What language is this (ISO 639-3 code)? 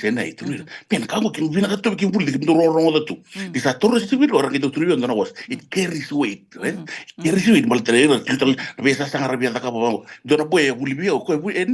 fij